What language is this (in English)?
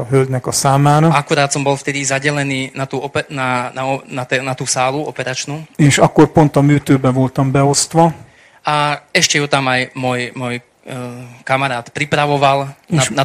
Slovak